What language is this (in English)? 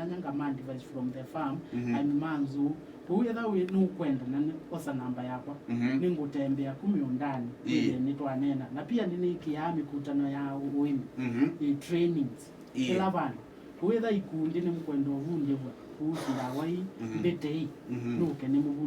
Kamba